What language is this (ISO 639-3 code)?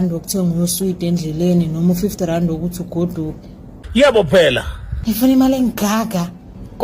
zul